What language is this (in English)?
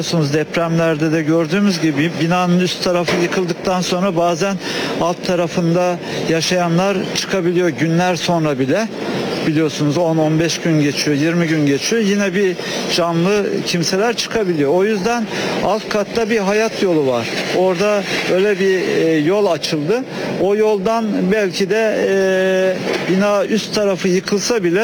Turkish